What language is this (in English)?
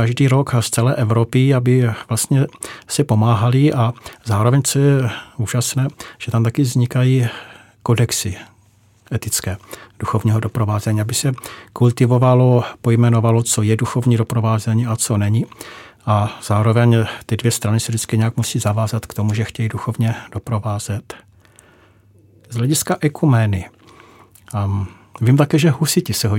Czech